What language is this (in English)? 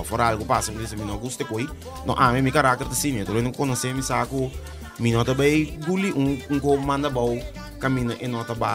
Papiamento